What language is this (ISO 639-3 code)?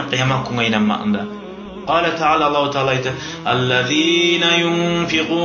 kum